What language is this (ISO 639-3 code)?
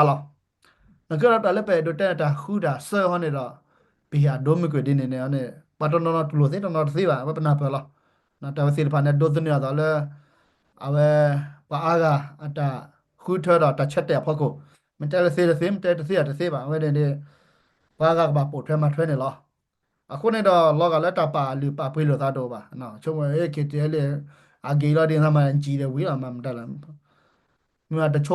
ksw